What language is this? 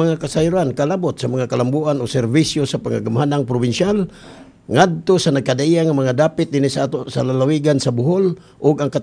Cebuano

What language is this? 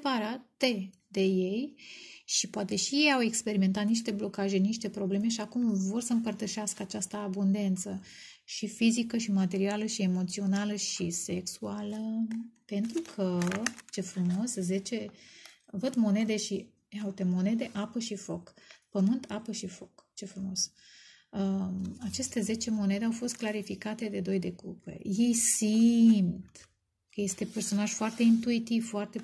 Romanian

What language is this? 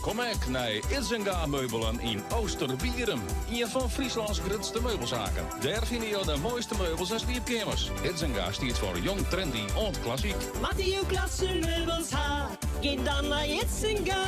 Western Frisian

